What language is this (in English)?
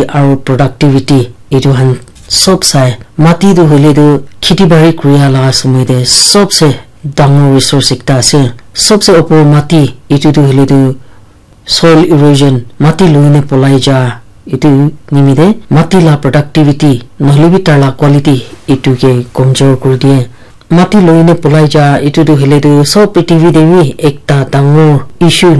Naga Pidgin